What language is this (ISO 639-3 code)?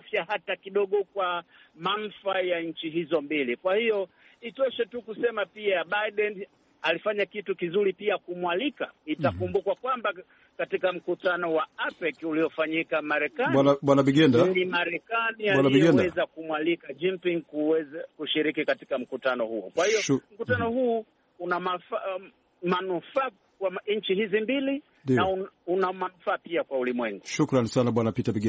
swa